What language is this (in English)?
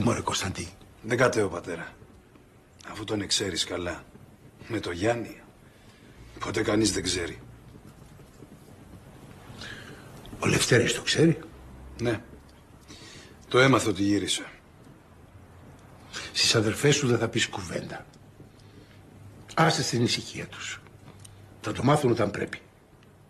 Greek